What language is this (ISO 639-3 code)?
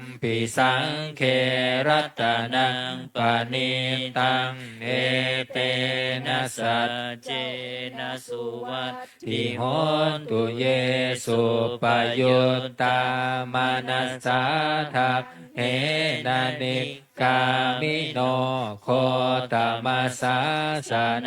pli